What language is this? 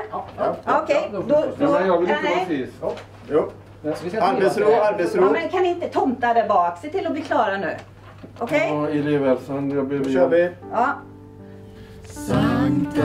Swedish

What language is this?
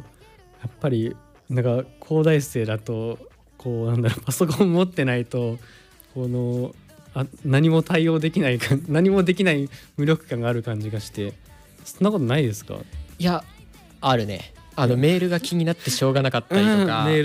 Japanese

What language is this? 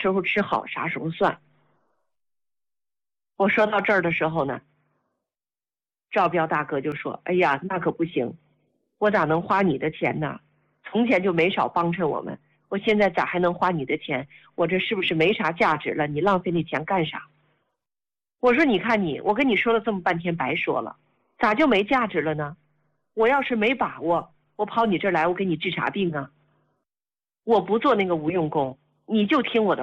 Chinese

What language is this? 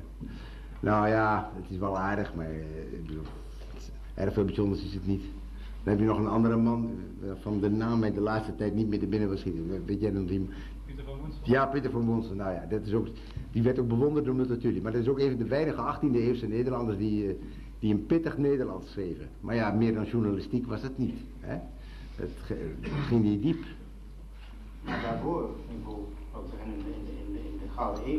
Dutch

